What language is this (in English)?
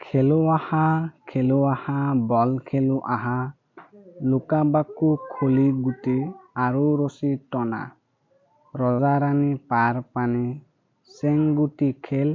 Assamese